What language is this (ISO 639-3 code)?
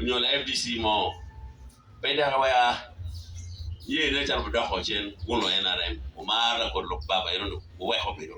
ach